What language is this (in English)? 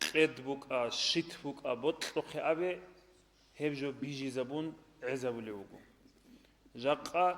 Avaric